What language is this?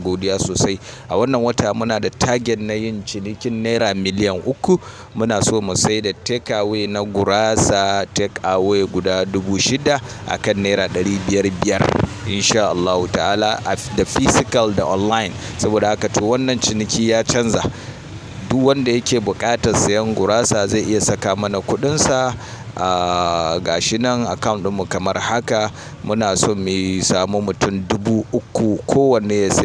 Hausa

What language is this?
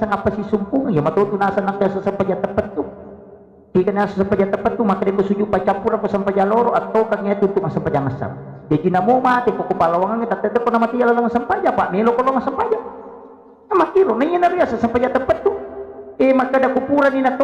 Buginese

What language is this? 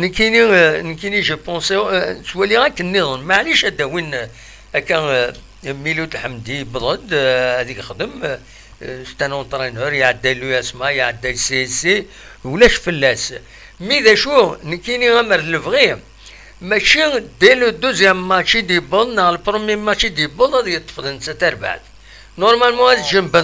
Kabyle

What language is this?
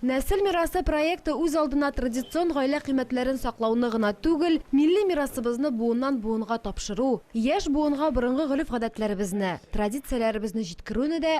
Tatar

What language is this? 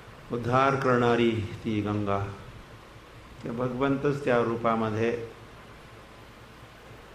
Marathi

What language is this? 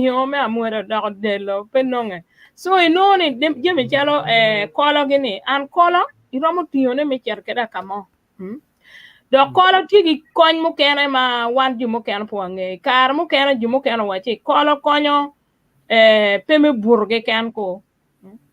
Acoli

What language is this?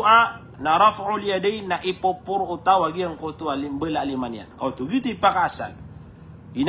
Maranao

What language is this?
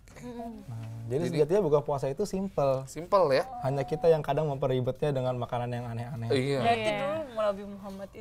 Indonesian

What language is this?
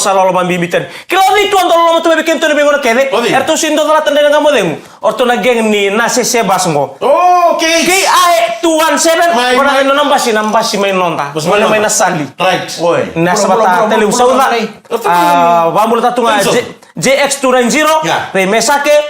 Fijian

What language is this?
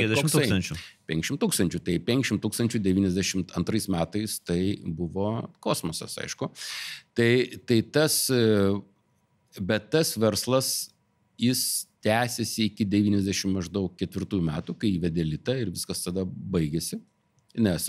Lithuanian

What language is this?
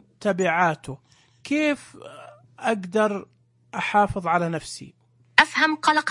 Najdi Arabic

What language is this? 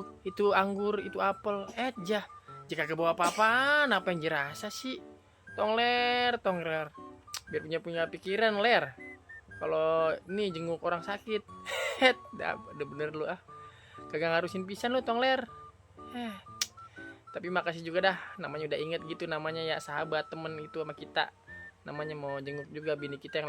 Betawi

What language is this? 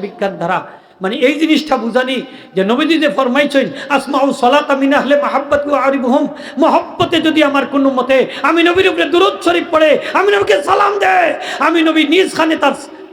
Sylheti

